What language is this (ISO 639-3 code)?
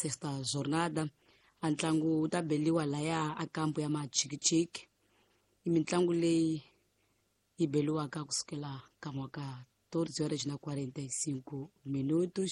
tso